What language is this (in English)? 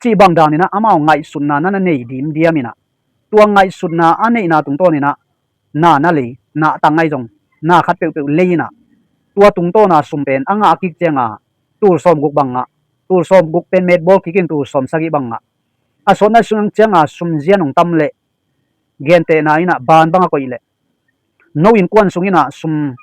Tedim Chin